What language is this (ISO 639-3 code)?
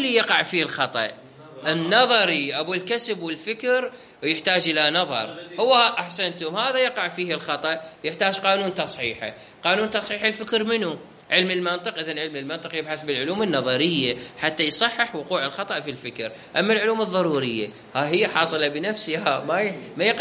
acm